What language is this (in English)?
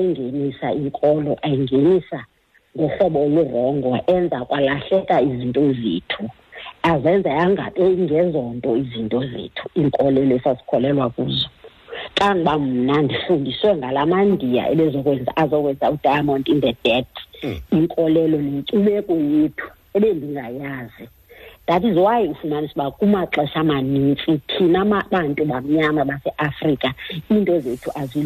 Xhosa